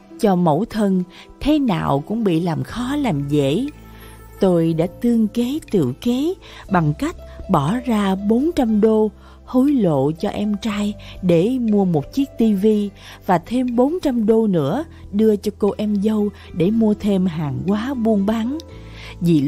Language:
Vietnamese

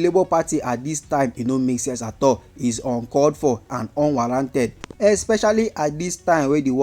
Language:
Nigerian Pidgin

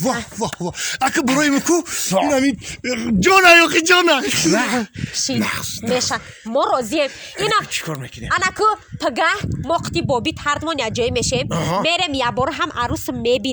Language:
Tajik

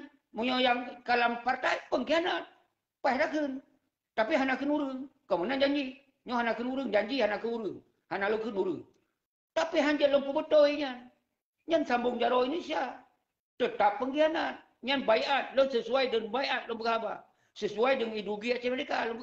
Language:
Achinese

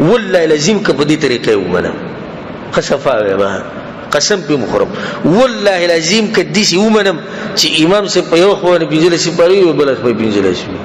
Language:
Pashto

